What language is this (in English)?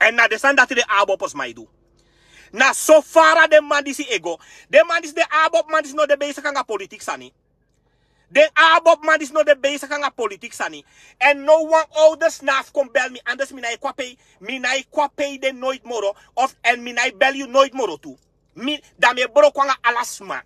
Sranan Tongo